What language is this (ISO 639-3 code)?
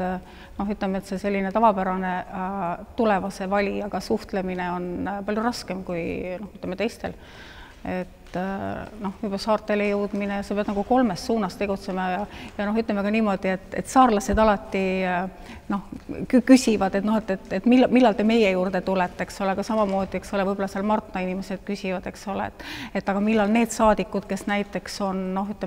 est